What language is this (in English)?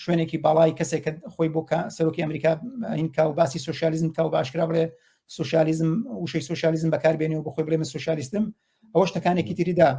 Central Kurdish